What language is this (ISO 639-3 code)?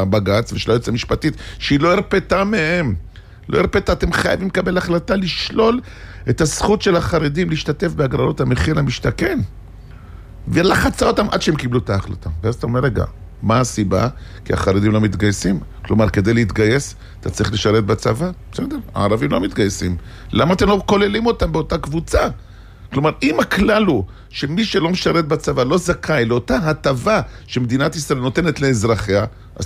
heb